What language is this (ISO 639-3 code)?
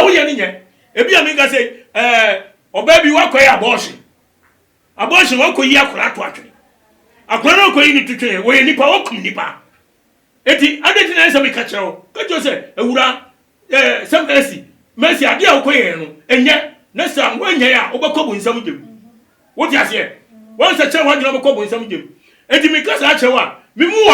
aka